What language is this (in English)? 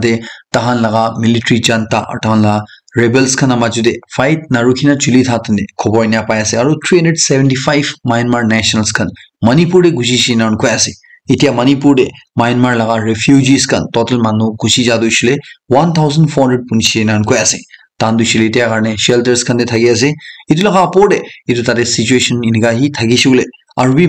Naga Pidgin